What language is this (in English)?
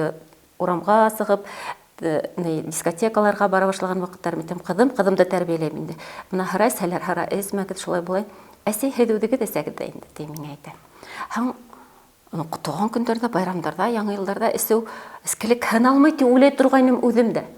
Bashkir